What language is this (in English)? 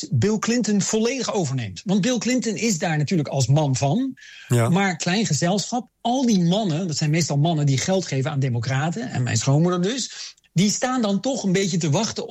Dutch